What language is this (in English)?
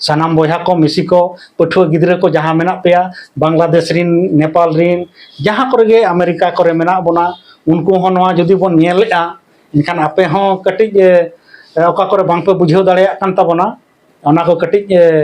Santali